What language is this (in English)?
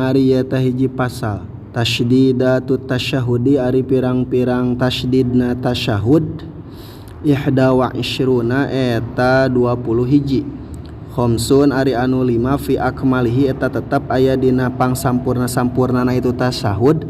Sundanese